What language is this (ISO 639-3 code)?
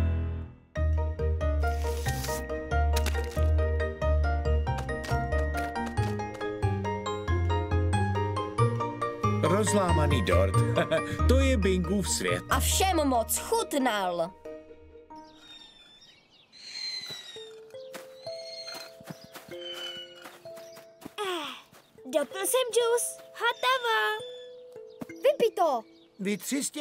ces